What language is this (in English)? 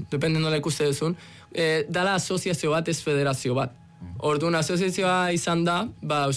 Basque